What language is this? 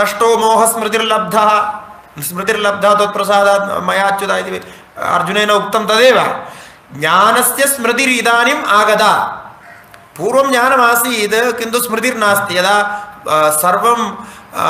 Sanskrit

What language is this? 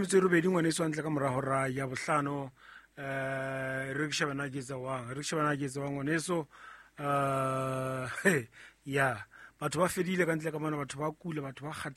Southern Sotho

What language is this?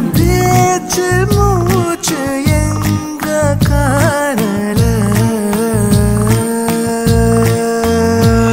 Tamil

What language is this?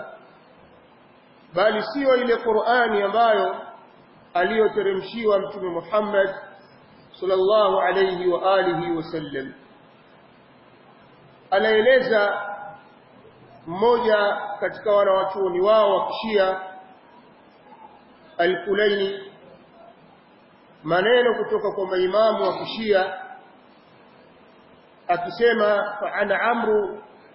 Swahili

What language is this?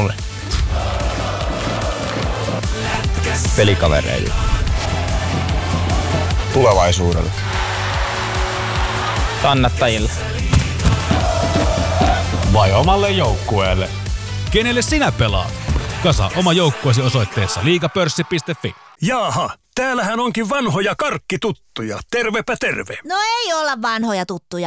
Finnish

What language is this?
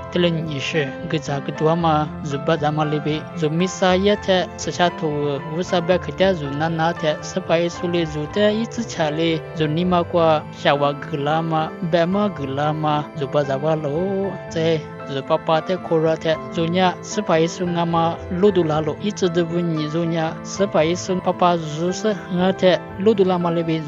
Lisu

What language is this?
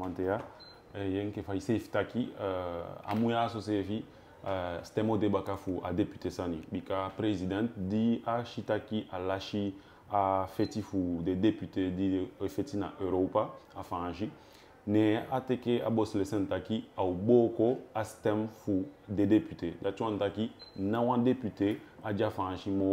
Eastern Maroon Creole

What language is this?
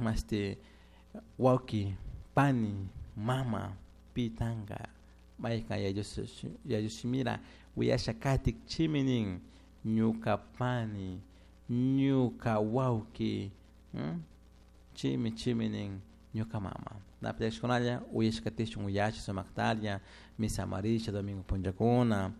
Chimborazo Highland Quichua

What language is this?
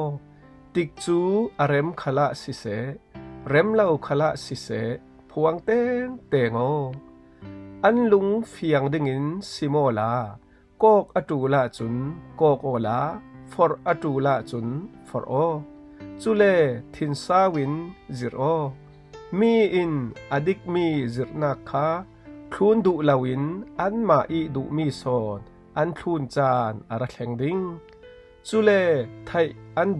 Falam Chin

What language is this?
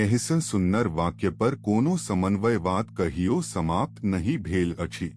Maithili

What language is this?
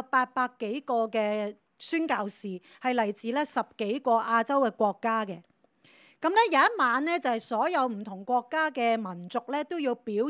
Cantonese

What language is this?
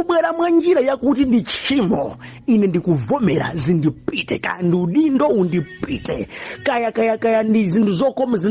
Nyanja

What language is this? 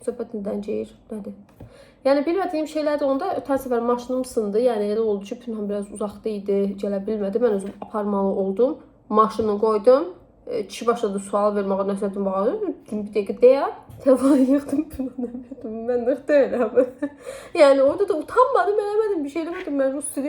Azerbaijani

